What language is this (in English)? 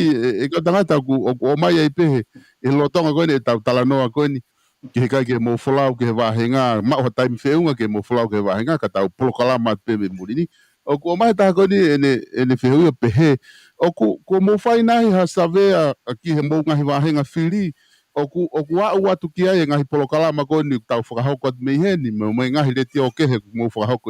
Tongan